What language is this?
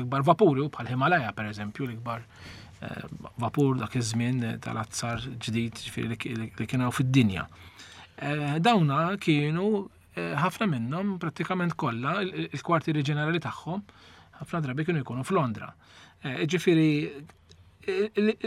Maltese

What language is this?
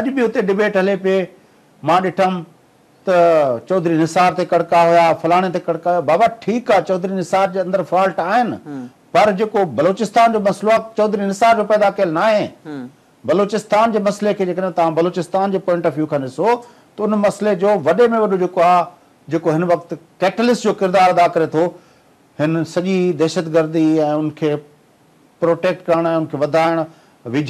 Sindhi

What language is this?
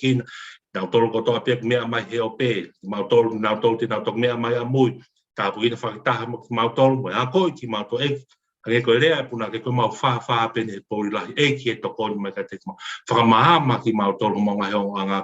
Tongan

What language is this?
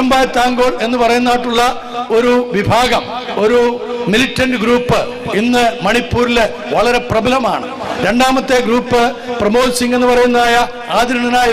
Malayalam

